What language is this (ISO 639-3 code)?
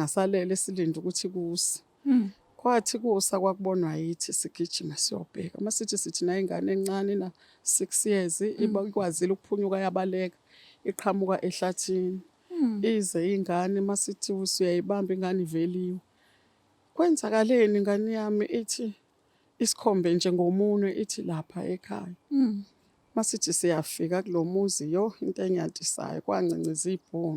zul